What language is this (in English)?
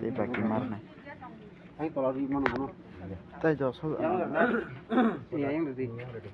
Kok Borok